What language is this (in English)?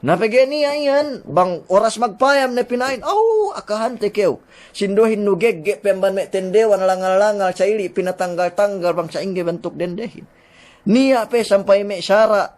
Yakan